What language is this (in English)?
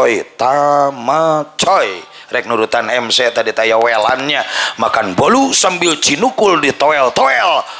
Sundanese